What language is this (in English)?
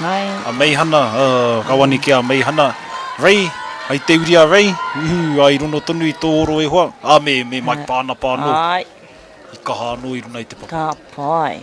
Māori